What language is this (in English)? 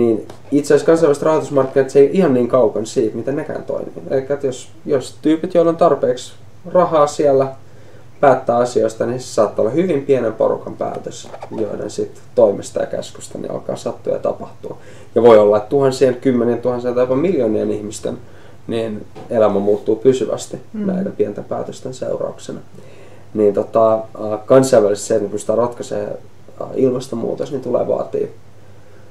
Finnish